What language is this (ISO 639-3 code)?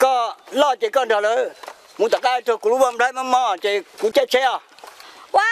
hmn